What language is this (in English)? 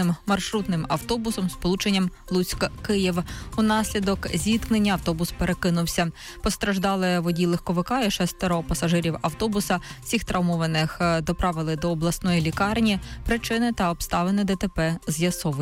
Ukrainian